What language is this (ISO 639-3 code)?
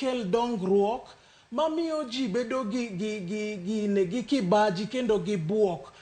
luo